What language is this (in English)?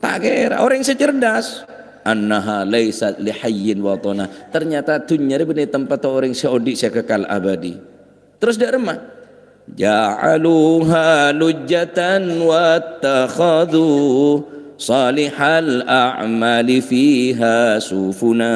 Madurese